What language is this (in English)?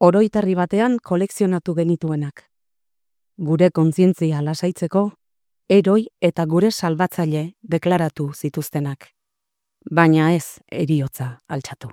Basque